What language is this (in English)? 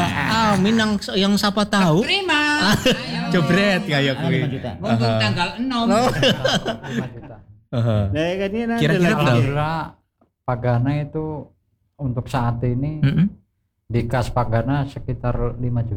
Indonesian